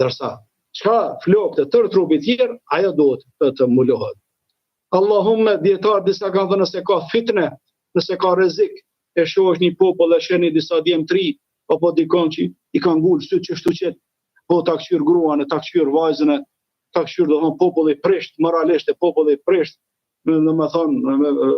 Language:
Albanian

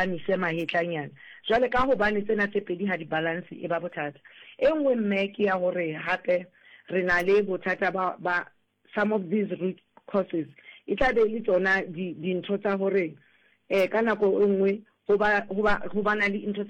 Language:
Southern Sotho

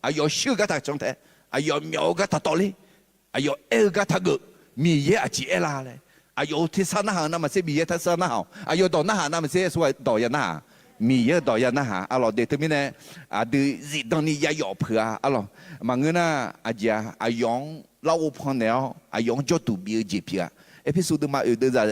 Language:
Akha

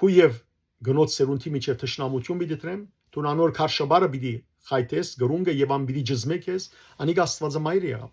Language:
Western Armenian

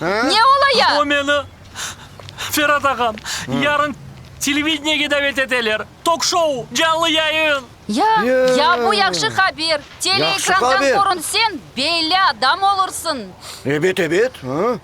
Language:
Crimean Tatar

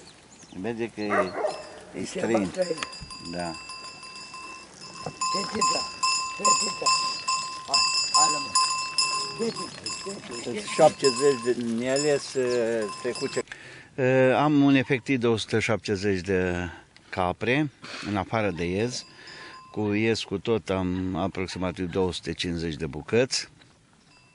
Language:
Romanian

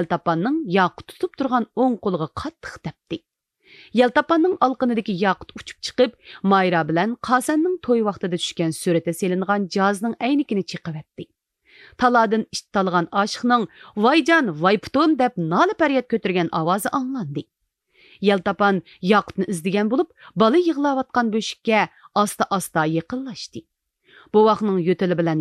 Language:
Uyghur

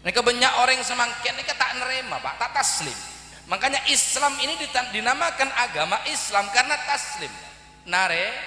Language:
Madurese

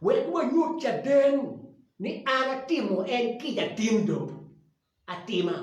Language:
Acoli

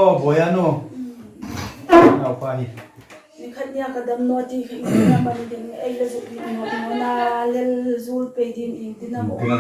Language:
Hmar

